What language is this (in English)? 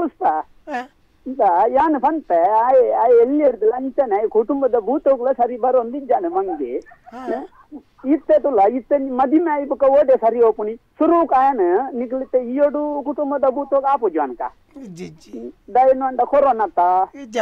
Tulu